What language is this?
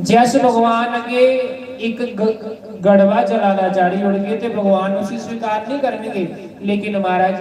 Dogri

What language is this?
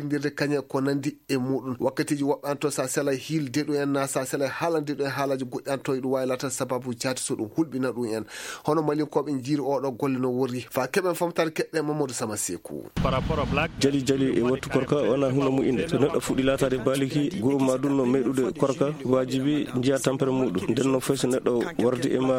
Fula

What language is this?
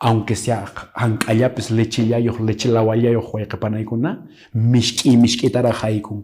Quechua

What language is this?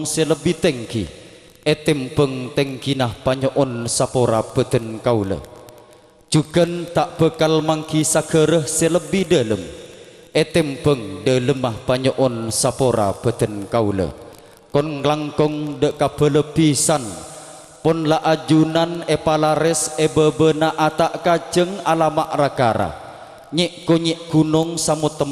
Madurese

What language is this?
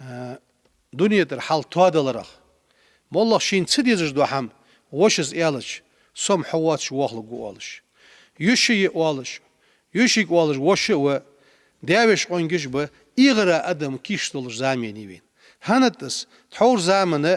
Ingush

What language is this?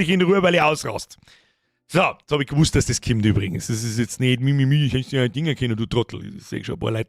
Bavarian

